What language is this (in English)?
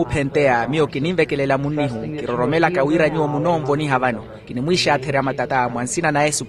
Makhuwa